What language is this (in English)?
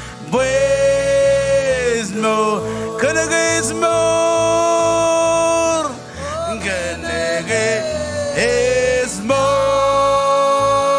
Marshallese